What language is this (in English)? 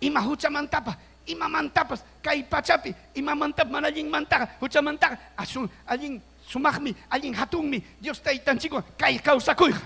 Ayacucho Quechua